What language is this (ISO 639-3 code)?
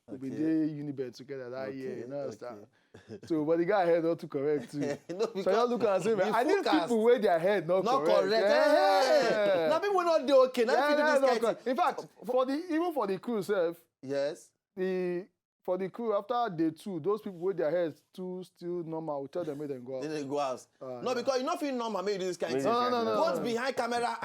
pcm